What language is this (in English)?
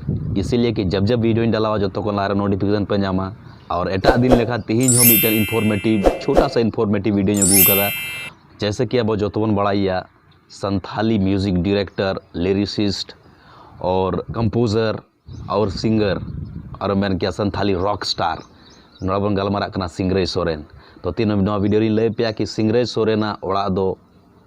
Santali